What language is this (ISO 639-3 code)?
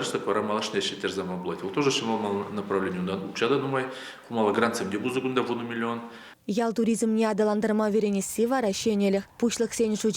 chv